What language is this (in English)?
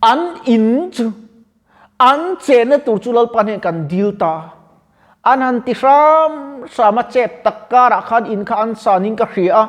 Mizo